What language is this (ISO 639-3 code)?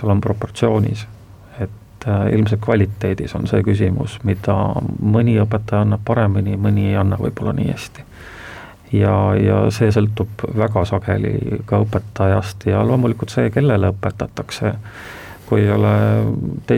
est